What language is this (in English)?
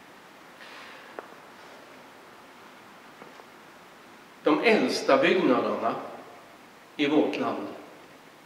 Swedish